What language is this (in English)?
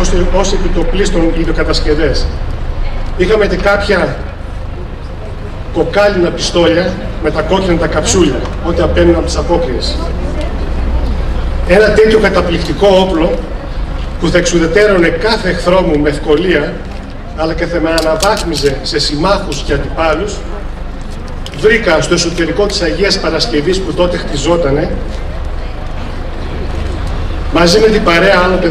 Greek